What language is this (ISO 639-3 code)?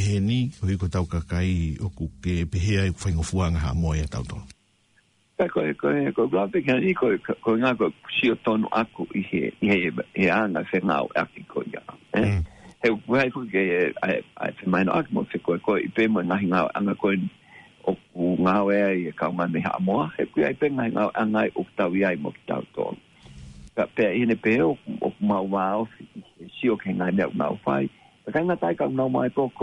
ton